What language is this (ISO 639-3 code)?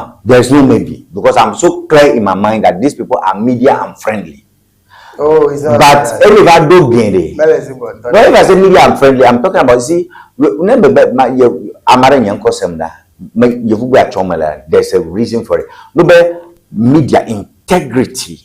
ewe